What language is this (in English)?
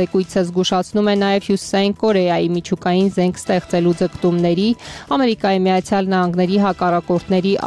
Armenian